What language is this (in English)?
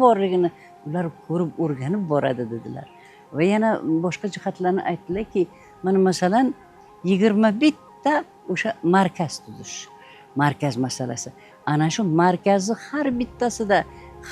Uzbek